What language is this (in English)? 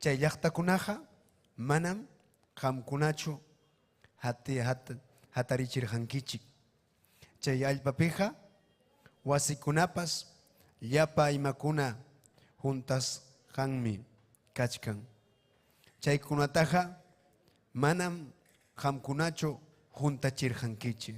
Ayacucho Quechua